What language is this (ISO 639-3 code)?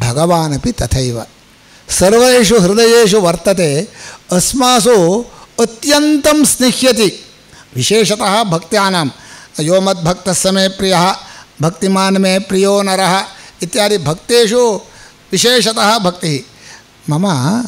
san